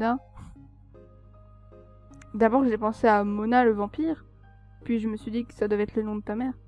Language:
French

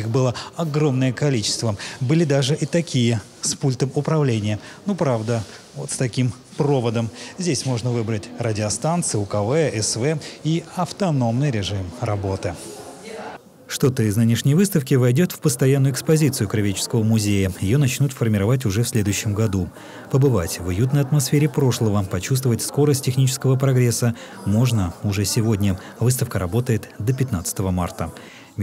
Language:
Russian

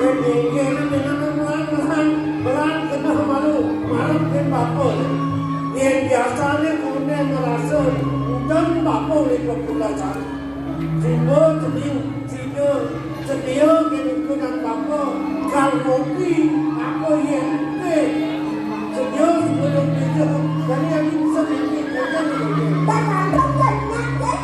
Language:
Balinese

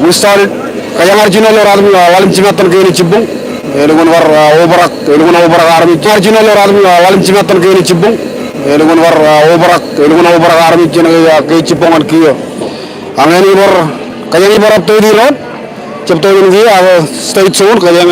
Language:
Marshallese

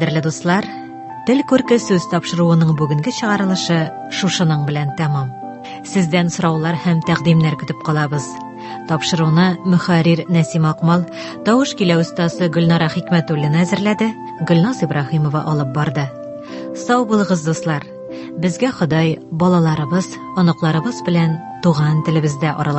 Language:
Tatar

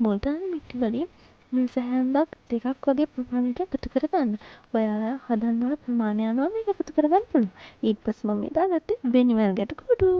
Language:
Sinhala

